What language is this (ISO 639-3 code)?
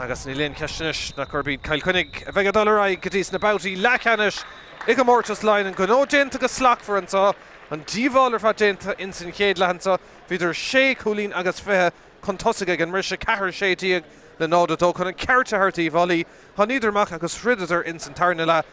gle